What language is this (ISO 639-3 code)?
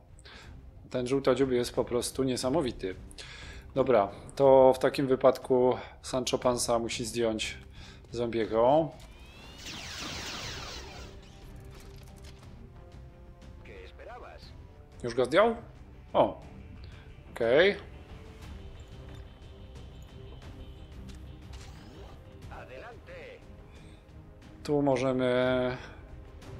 pol